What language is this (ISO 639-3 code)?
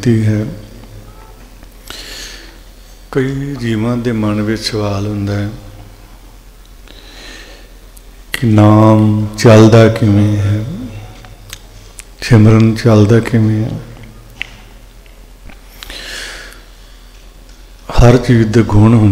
pan